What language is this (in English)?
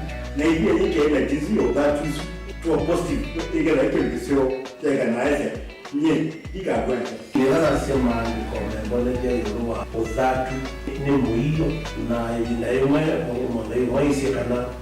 Kamba